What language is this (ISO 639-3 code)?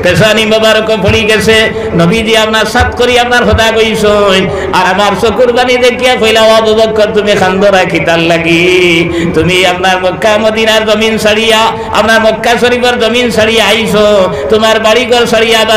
syl